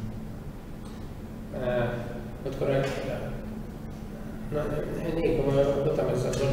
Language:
Estonian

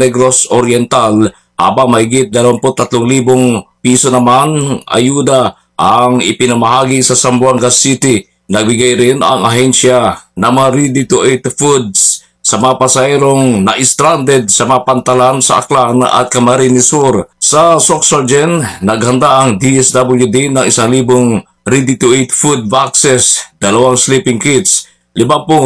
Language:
Filipino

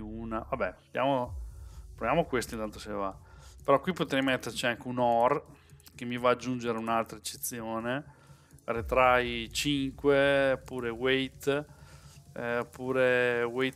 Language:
Italian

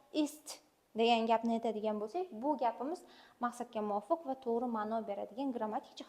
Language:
Uzbek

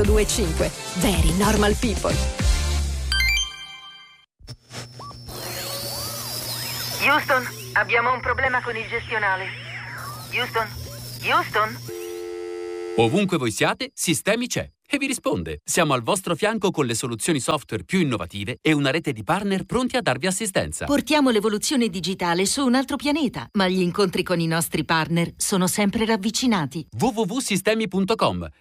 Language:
Italian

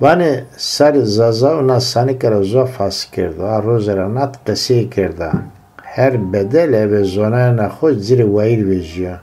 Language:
Zaza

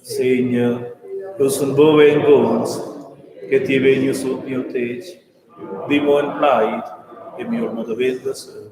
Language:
Romansh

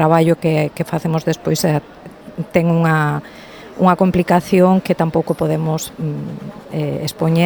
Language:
Galician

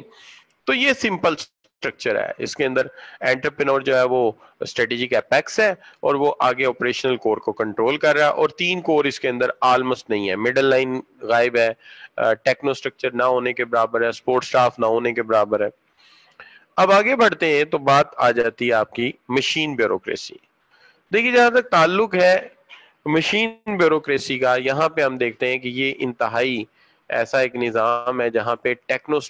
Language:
Urdu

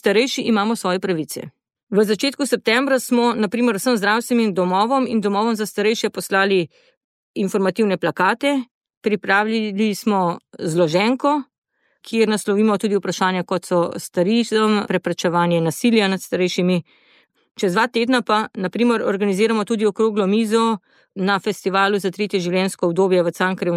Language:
Slovenian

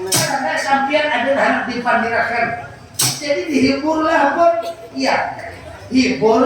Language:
Banjar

